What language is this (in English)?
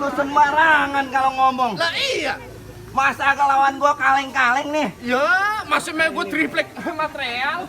Betawi